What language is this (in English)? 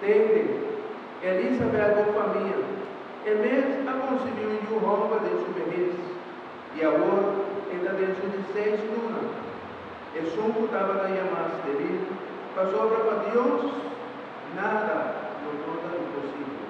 Papiamento